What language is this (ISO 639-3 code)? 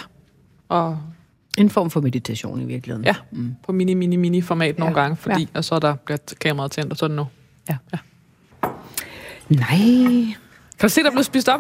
dan